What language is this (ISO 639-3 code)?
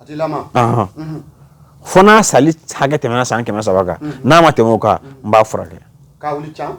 bam